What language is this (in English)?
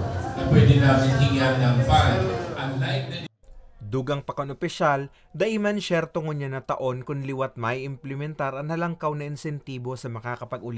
Bikol